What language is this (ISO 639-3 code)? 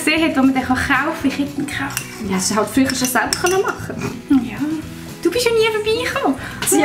gsw